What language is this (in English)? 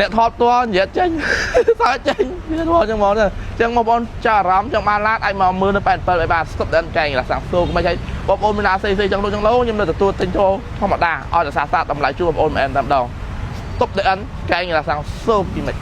Khmer